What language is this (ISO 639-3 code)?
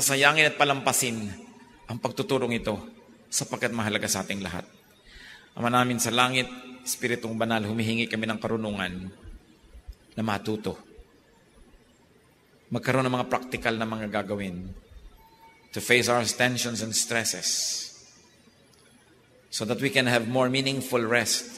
fil